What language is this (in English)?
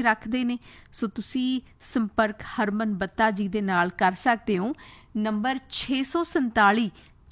Punjabi